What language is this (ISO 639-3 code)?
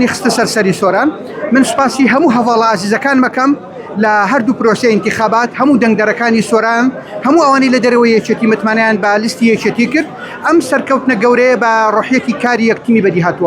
ckb